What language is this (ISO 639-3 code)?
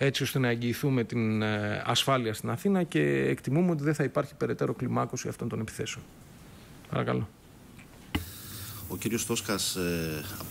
ell